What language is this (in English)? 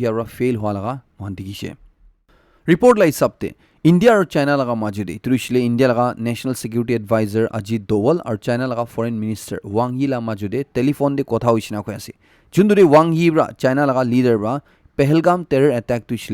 Naga Pidgin